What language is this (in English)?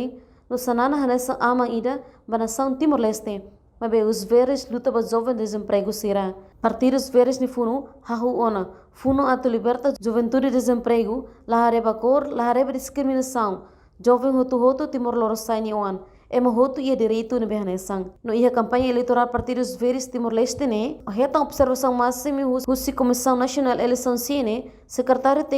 Tetum